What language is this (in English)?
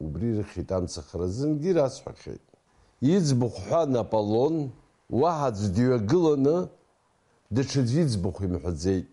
Abkhazian